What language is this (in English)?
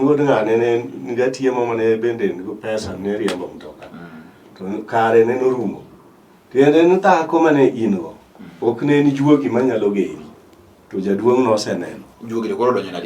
Luo (Kenya and Tanzania)